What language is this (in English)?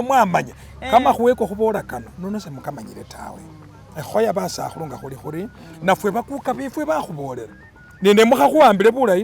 Masaaba